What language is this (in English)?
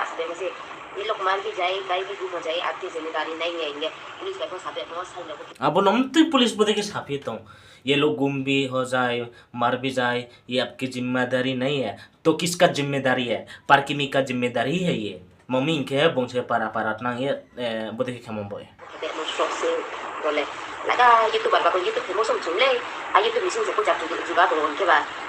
Riang (India)